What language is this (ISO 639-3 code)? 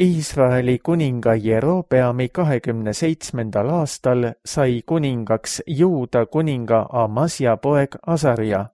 est